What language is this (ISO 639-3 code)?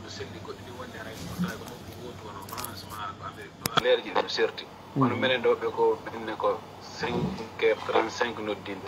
ful